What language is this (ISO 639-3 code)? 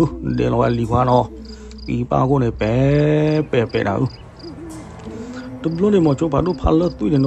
ksw